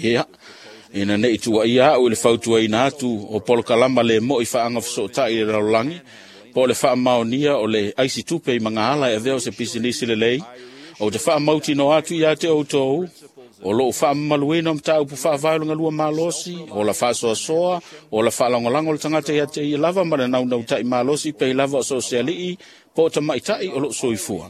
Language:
Samoan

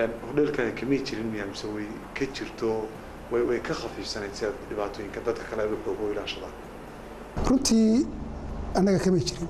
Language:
Somali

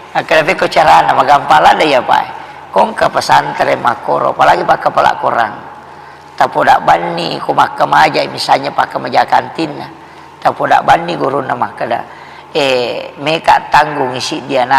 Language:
Buginese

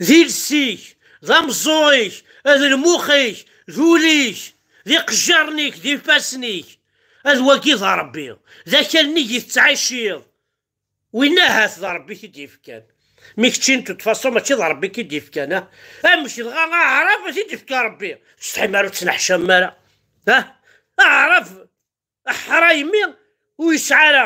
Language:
Kabyle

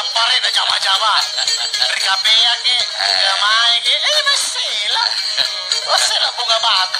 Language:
Makasar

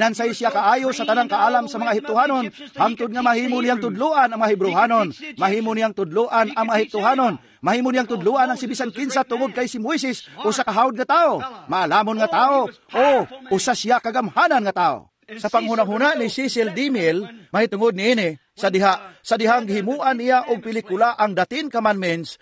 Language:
Cebuano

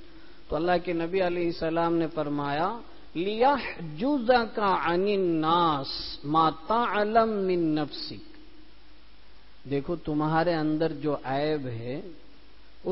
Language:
Urdu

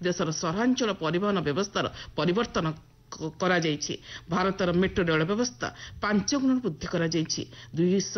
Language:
Odia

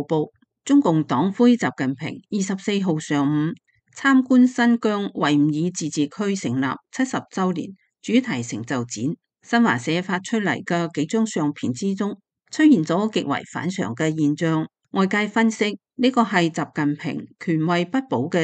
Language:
Cantonese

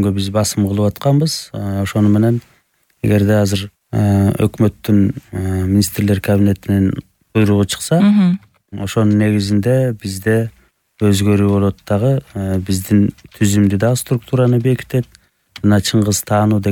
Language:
Kyrgyz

